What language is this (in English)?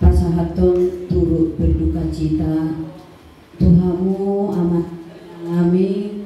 Batak Toba